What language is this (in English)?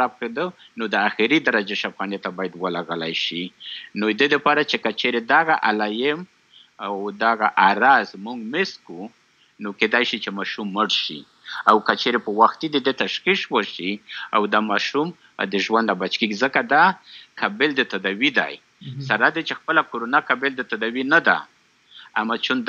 Pashto